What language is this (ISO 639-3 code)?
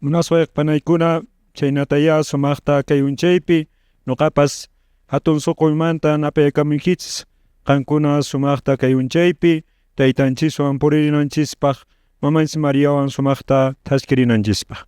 que